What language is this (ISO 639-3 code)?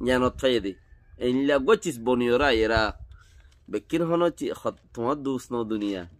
rhg